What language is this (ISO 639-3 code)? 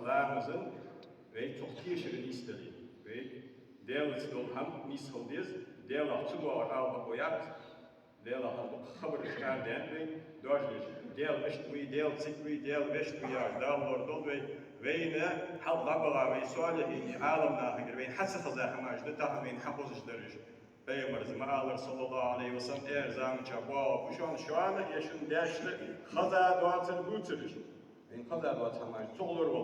inh